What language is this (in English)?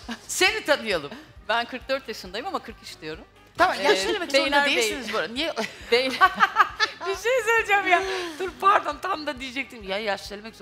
Turkish